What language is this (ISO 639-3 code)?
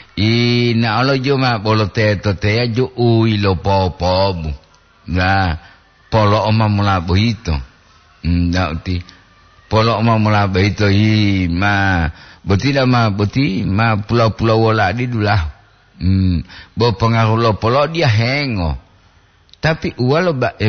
gor